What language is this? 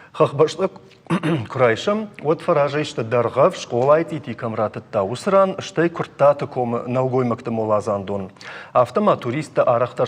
Ossetic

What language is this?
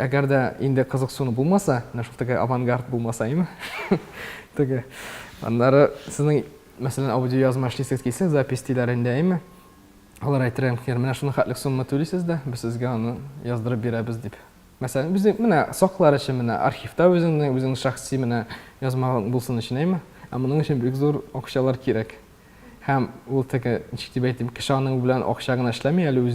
Tatar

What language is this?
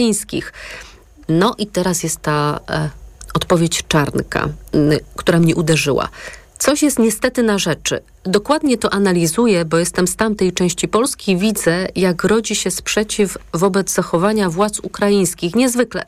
Polish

